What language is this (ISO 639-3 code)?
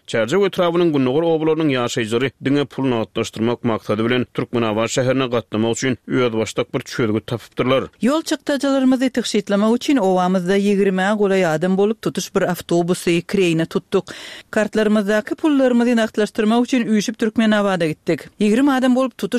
tuk